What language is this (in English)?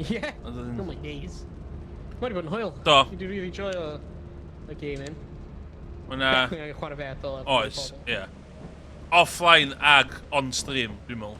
Welsh